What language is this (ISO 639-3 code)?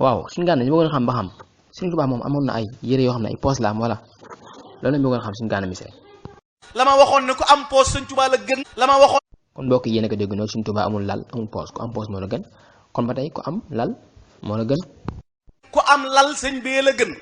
wol